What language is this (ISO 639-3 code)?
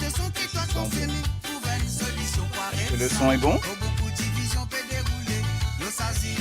mfe